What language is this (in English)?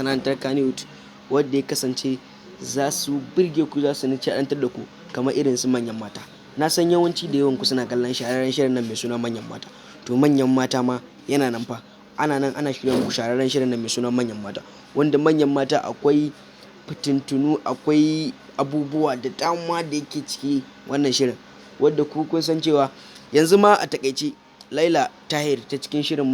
Hausa